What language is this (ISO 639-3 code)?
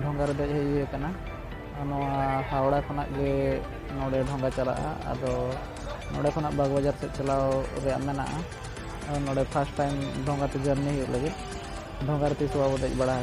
sat